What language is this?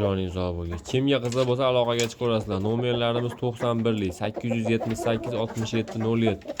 Uzbek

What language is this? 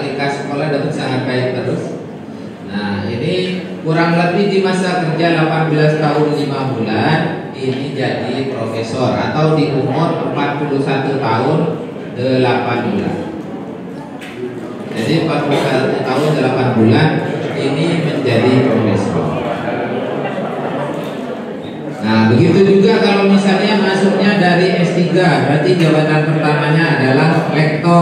Indonesian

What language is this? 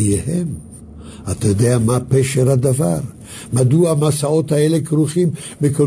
Hebrew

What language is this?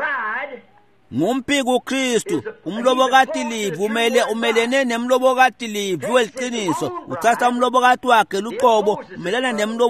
Swati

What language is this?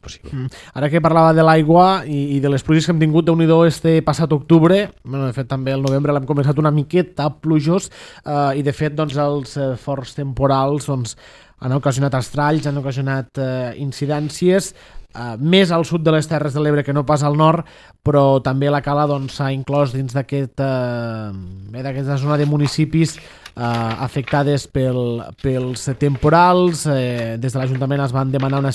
Catalan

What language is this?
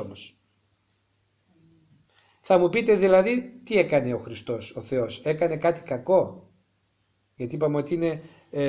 Greek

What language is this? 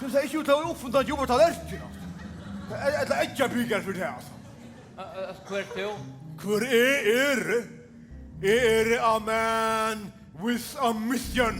Faroese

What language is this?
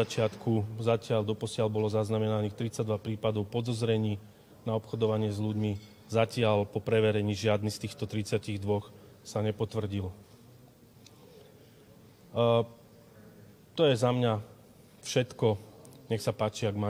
Slovak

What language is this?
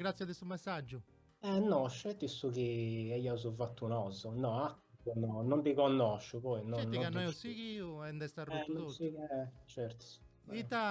Sardinian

